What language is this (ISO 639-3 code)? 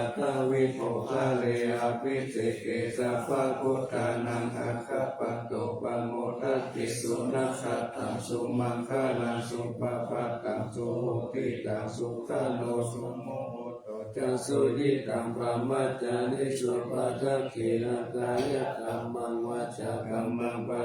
pli